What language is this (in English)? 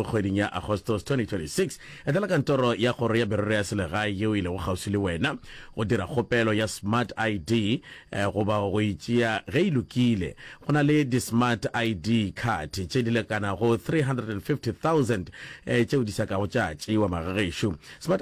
Northern Sotho